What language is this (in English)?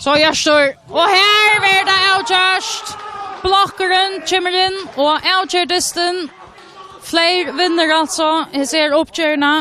Faroese